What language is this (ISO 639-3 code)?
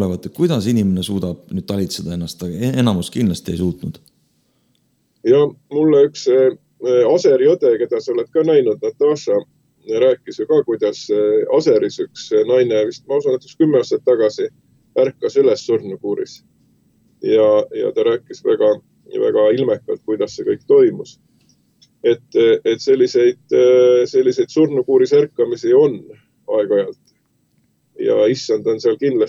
est